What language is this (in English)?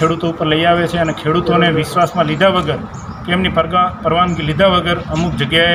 Gujarati